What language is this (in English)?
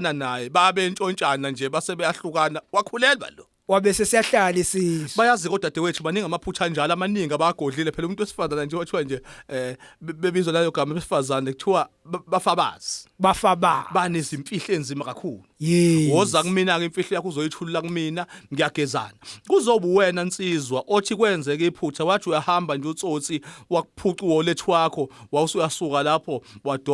Zulu